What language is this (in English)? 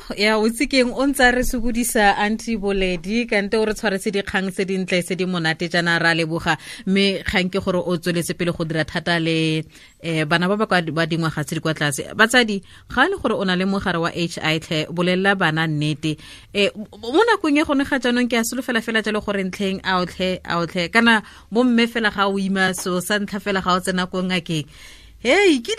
Tswana